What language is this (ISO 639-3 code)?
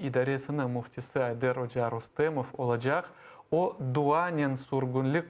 crh